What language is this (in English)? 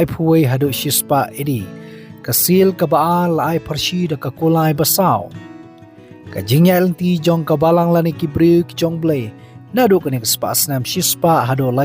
Khasi